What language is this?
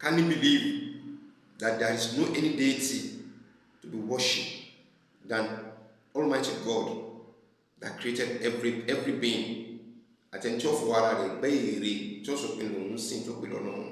Yoruba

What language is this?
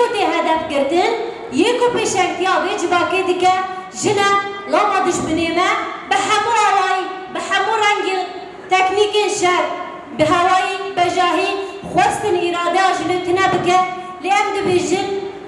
Kurdish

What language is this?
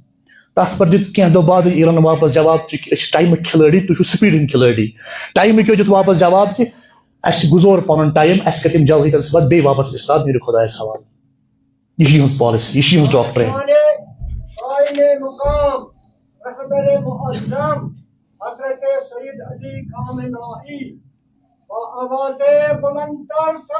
Kashmiri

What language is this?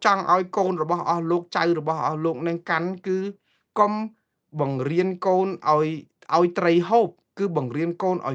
Khmer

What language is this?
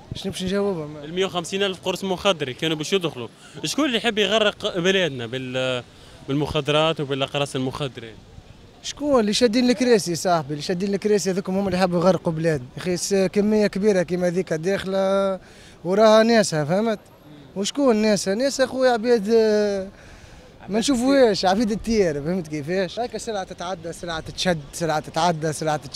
Tunisian Arabic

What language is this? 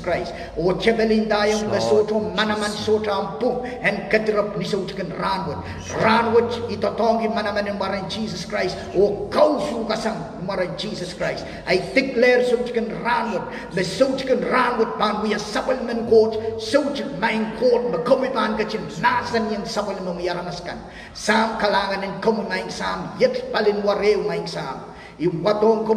Pohnpeian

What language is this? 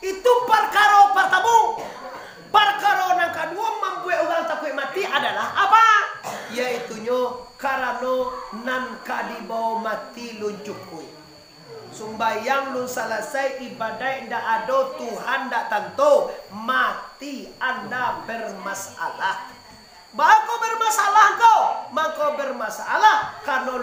Minangkabau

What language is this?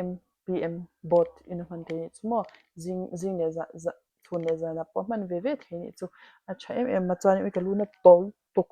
Mizo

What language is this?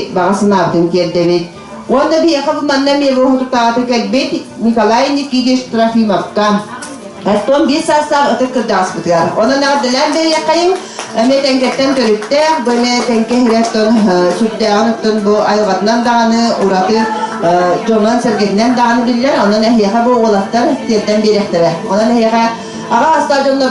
Yakut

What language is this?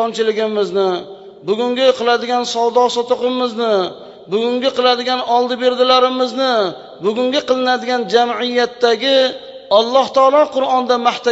Uzbek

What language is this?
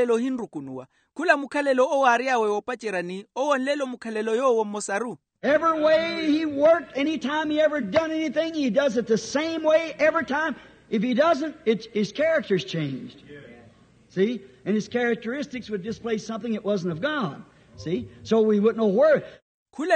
Makhuwa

